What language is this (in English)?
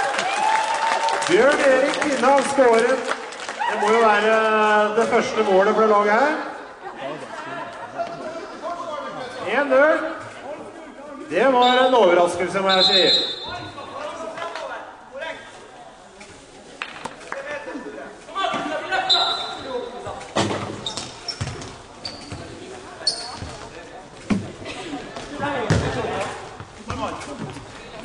Norwegian